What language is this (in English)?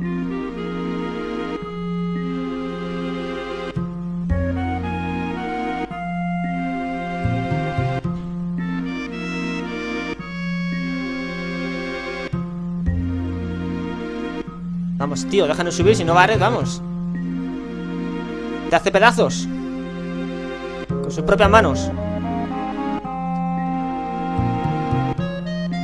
Spanish